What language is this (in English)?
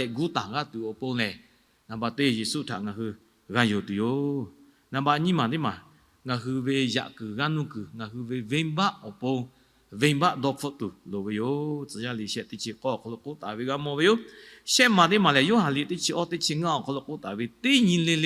Lahu